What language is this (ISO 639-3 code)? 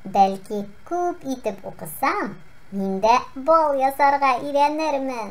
tat